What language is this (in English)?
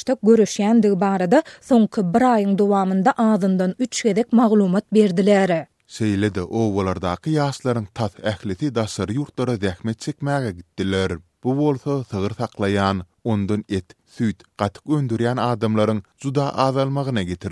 Turkmen